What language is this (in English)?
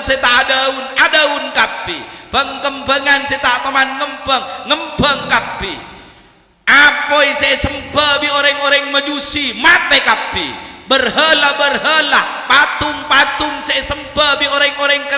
Madurese